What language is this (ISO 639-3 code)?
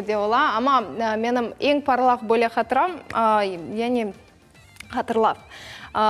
crh